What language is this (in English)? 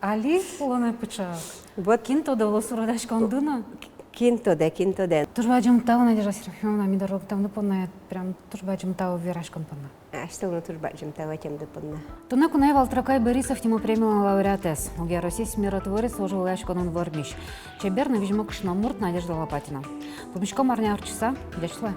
Udmurt